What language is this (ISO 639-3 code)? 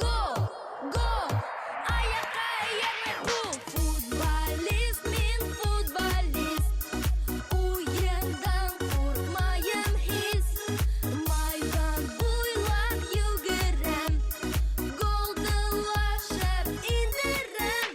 bak